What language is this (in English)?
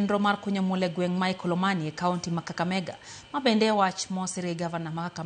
Luo (Kenya and Tanzania)